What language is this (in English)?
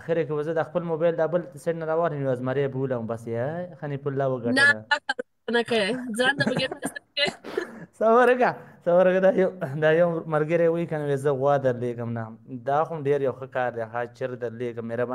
Pashto